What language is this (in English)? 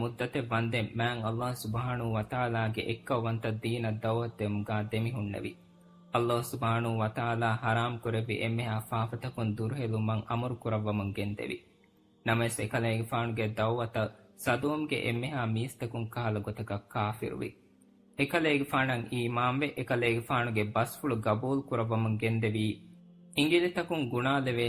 Divehi